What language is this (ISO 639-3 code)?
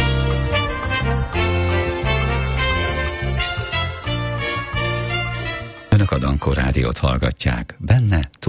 hun